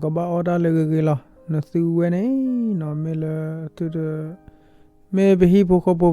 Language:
S'gaw Karen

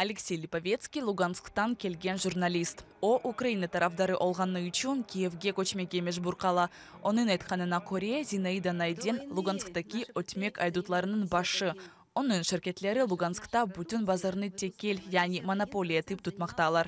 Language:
Crimean Tatar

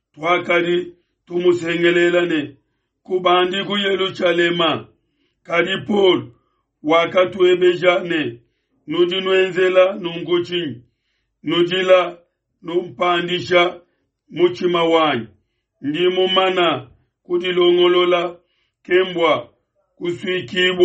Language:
Luba-Lulua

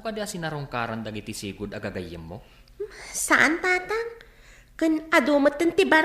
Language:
Iloko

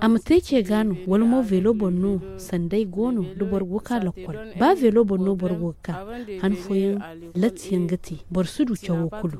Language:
Zarma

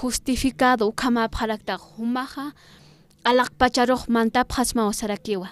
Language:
Aymara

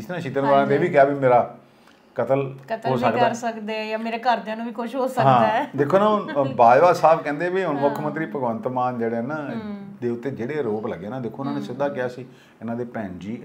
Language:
Punjabi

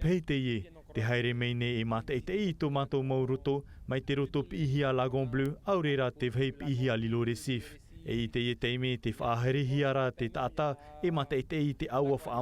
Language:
Tahitian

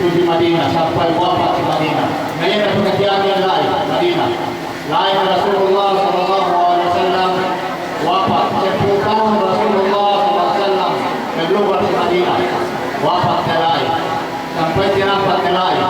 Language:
Yakan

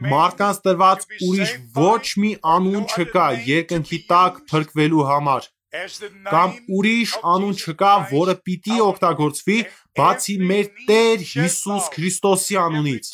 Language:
Armenian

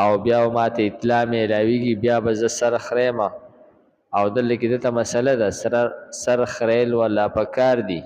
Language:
Pashto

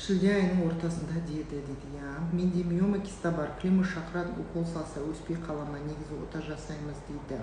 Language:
Kazakh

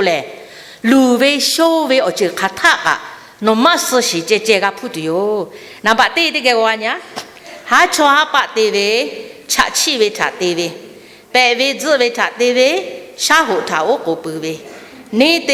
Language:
Lahu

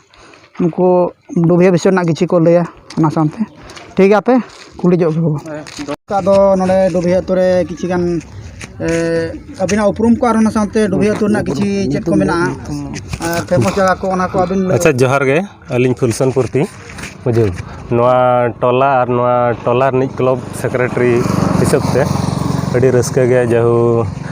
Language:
Santali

